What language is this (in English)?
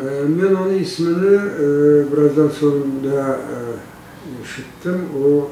Crimean Tatar